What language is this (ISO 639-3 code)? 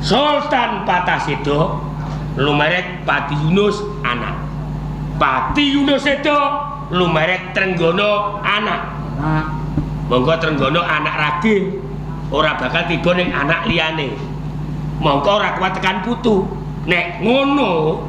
jav